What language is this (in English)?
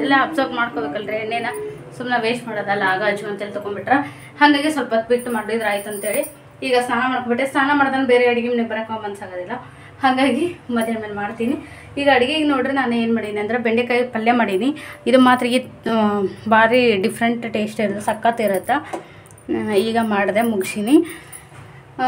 Kannada